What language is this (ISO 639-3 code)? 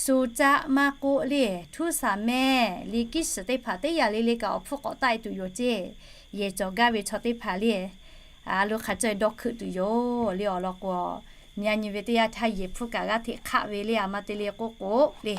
lhu